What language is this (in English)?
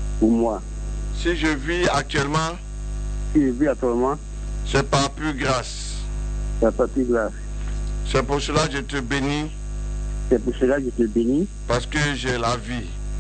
French